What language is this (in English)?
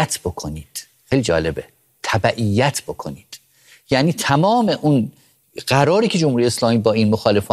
Persian